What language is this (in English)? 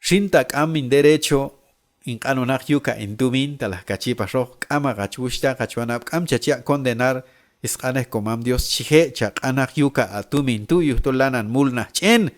Q'anjob'al